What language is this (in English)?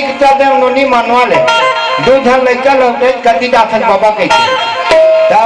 Chhattisgarhi